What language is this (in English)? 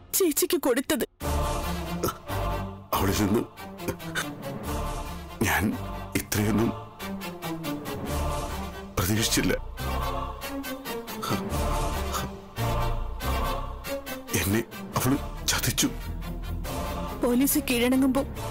Malayalam